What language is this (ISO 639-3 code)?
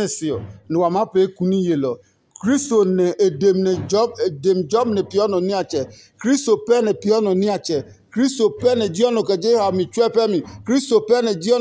ada